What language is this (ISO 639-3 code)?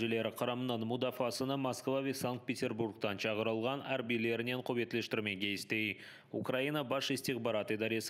crh